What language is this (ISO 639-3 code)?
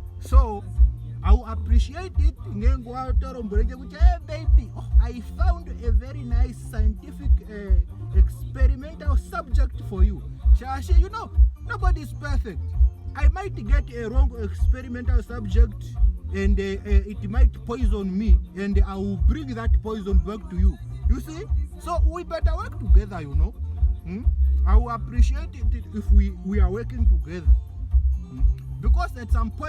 ndo